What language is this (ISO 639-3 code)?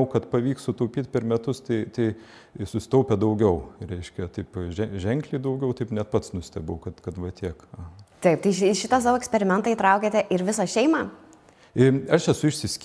lit